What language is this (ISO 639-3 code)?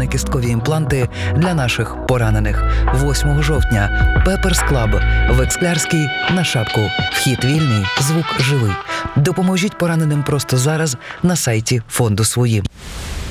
ukr